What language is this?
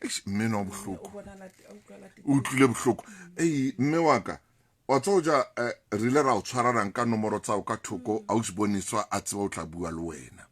Southern Sotho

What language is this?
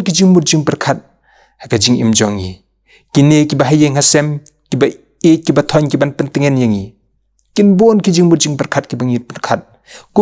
Khasi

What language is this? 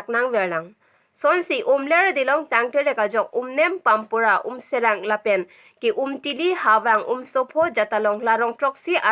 Karbi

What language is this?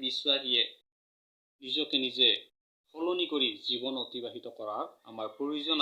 Assamese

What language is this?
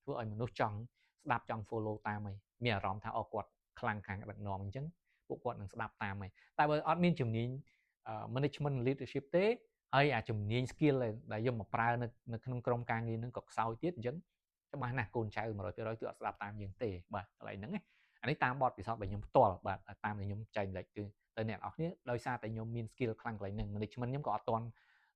Khmer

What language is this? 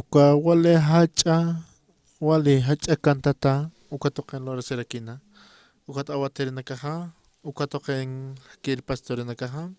Aymara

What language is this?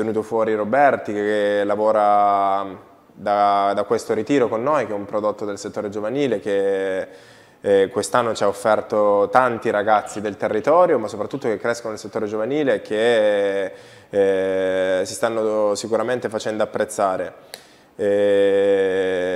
Italian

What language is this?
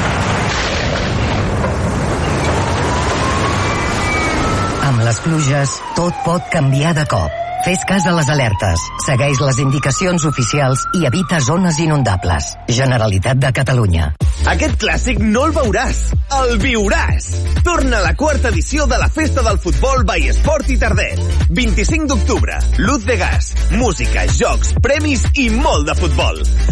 Catalan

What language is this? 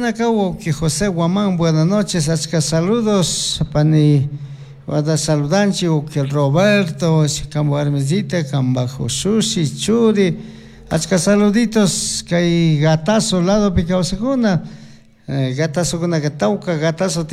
Chimborazo Highland Quichua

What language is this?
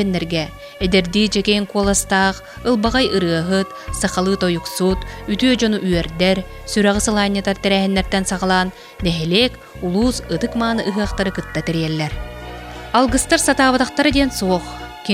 Yakut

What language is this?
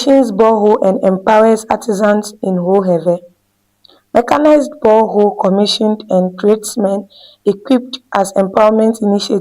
Ewe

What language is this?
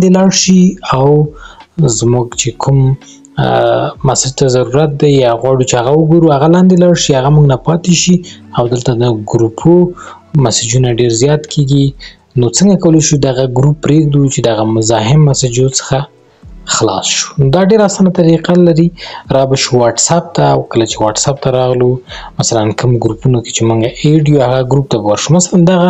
Pashto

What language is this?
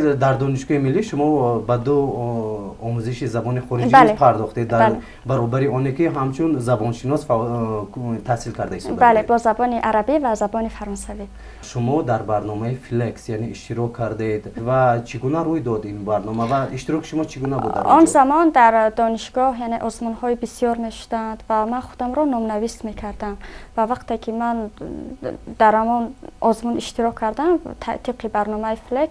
Tajik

